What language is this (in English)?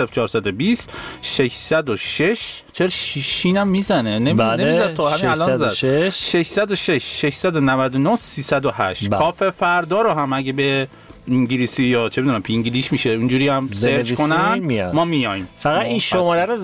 Persian